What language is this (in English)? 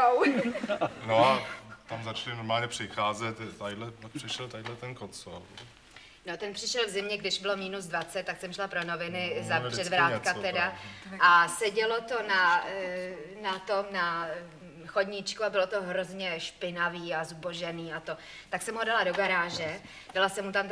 Czech